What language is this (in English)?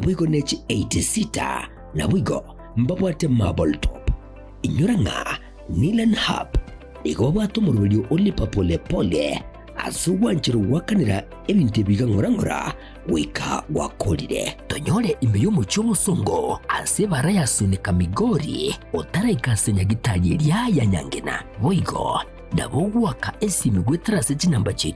Gusii